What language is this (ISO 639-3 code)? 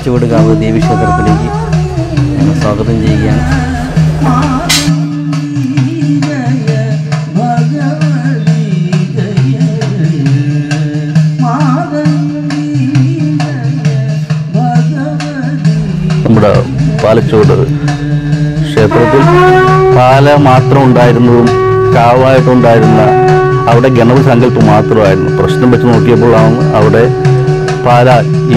mal